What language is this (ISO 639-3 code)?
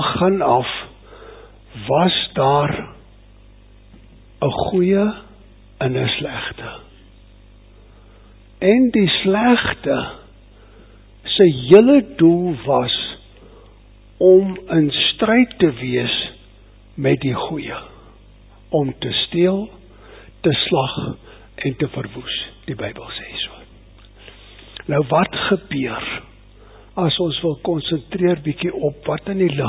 afr